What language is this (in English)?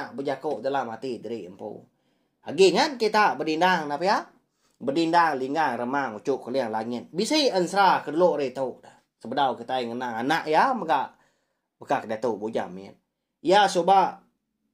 Iban